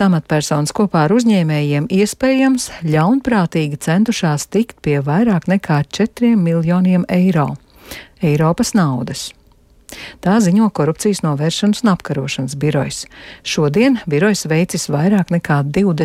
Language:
Latvian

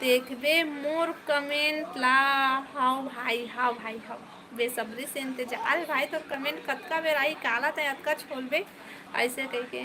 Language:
Chhattisgarhi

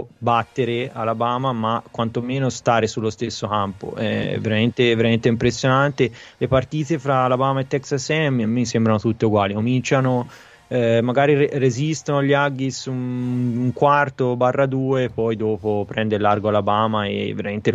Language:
Italian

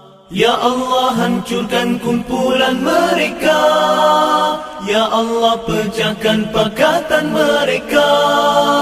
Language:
Malay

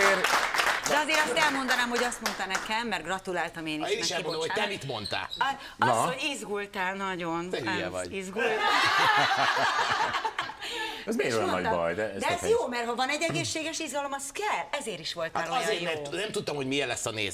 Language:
Hungarian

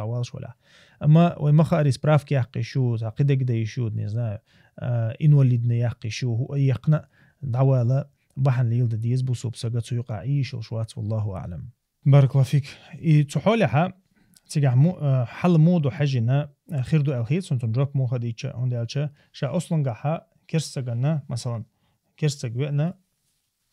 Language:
Chechen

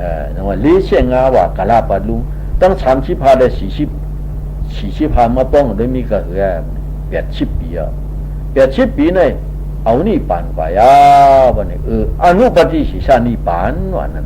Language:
Shan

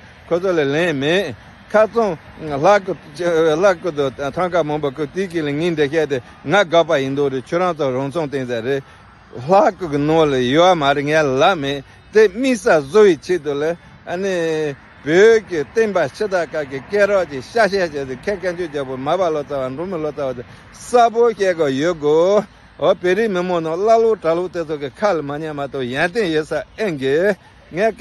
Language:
Tibetan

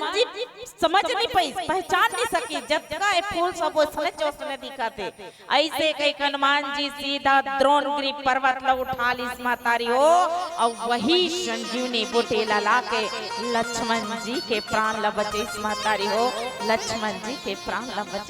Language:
Chhattisgarhi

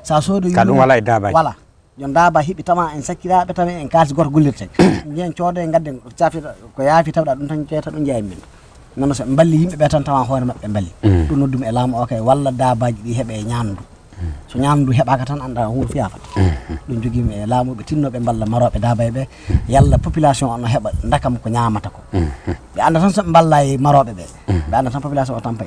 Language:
Fula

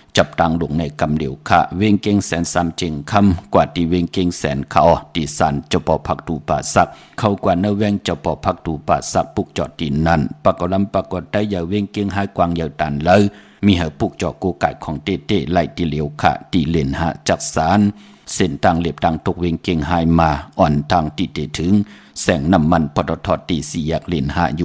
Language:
Shan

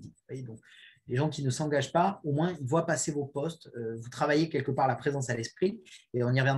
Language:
French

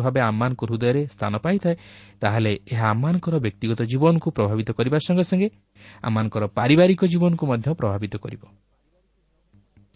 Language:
Odia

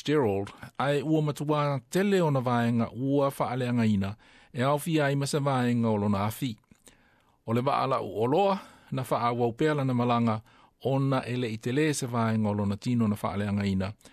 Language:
Samoan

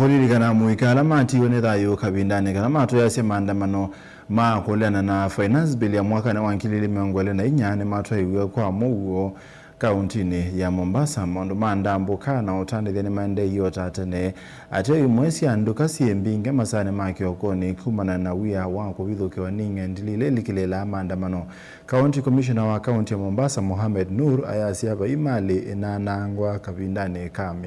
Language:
Kamba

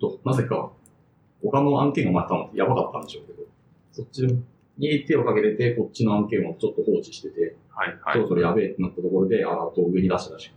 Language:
Japanese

